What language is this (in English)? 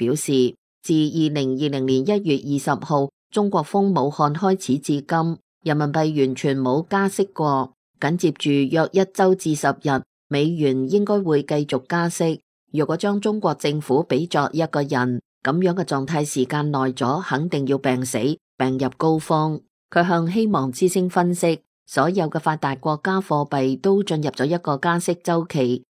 Cantonese